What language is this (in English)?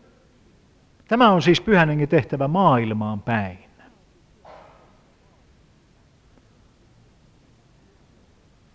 Finnish